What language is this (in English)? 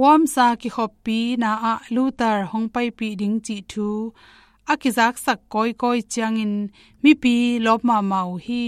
Tedim Chin